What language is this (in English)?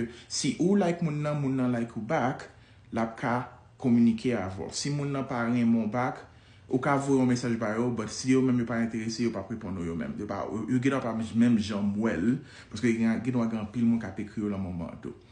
Haitian Creole